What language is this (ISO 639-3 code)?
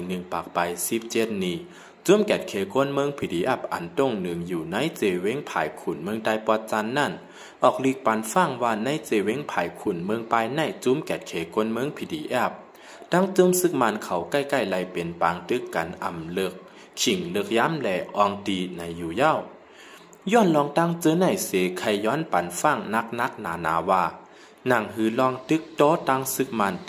shn